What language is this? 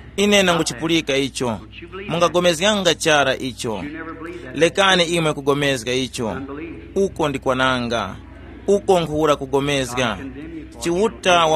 Tumbuka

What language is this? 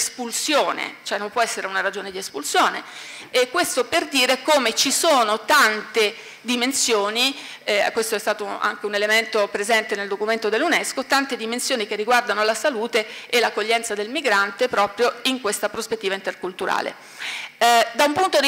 Italian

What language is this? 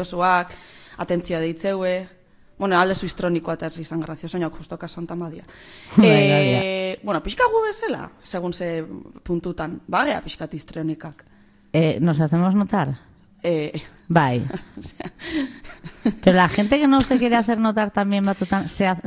Basque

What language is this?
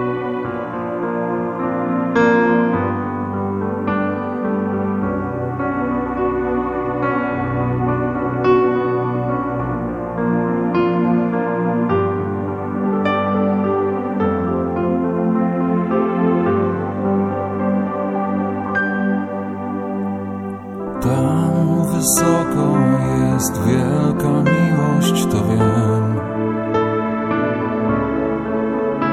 Polish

